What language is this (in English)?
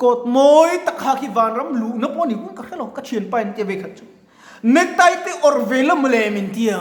Mizo